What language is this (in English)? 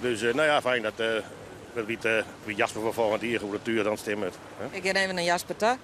Western Frisian